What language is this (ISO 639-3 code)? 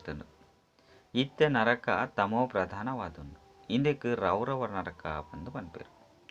tcy